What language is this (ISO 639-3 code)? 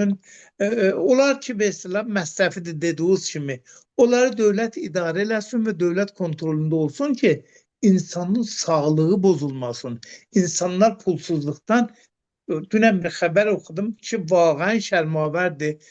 aze